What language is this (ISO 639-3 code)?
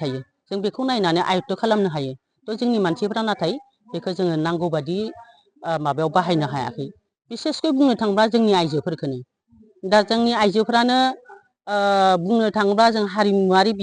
brx